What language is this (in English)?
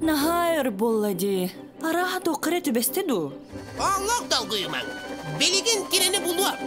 Yakut